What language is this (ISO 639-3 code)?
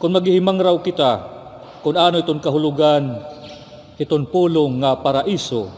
war